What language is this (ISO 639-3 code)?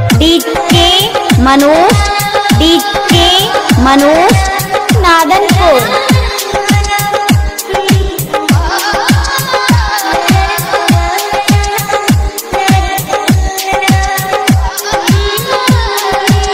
bho